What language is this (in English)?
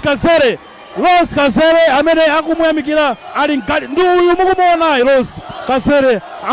Nyanja